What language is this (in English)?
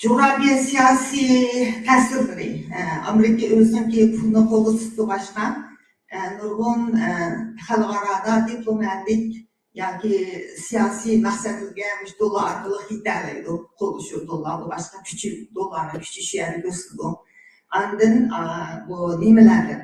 Uyghur